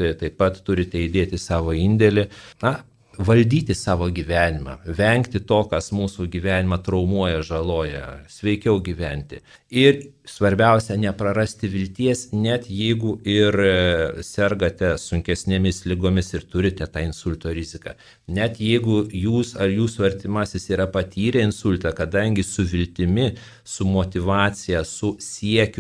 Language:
Lithuanian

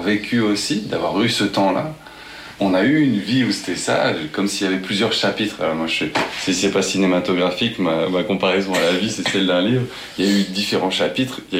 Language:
French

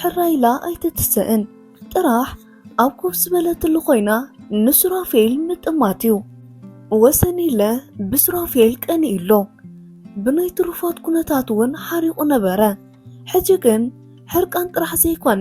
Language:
Tigrinya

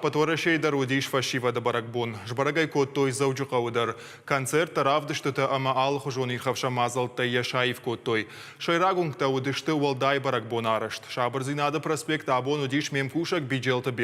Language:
Ossetic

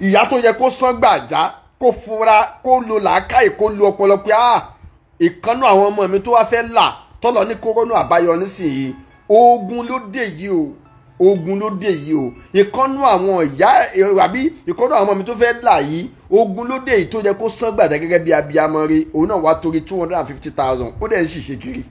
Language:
Yoruba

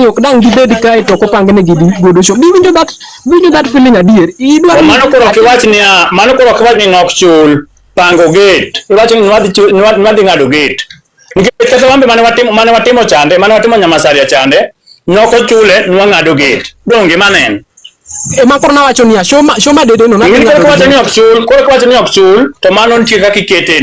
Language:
Luo (Kenya and Tanzania)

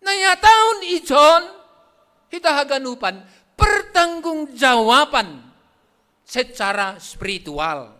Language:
Batak Simalungun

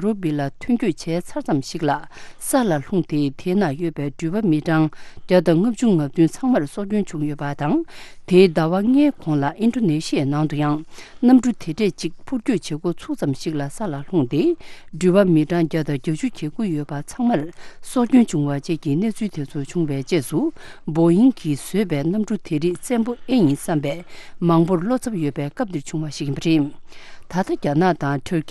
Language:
Tibetan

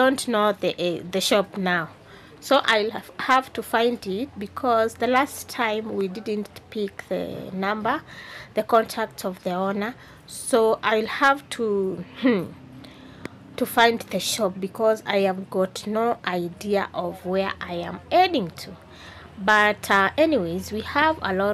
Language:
English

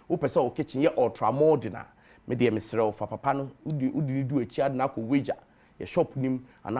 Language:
Akan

